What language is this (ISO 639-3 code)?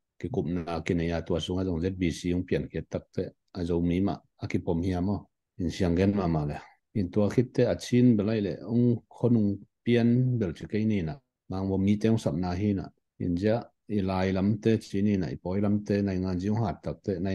ctd